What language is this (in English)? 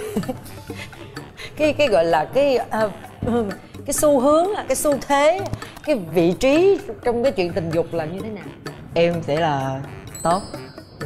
Vietnamese